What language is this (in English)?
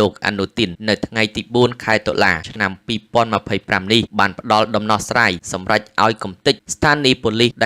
Khmer